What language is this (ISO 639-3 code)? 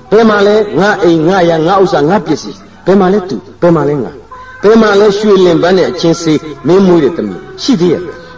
mya